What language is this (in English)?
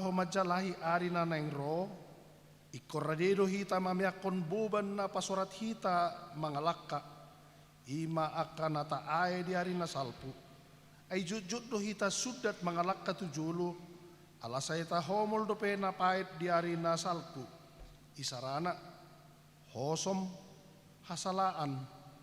Batak Toba